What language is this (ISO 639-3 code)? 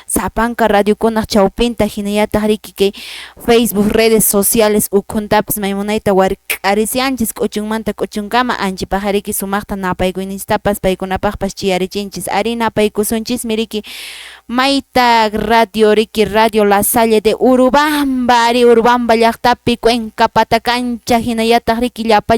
que